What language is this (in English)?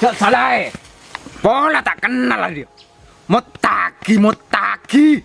Madurese